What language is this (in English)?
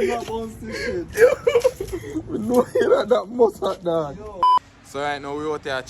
Jamaican Creole English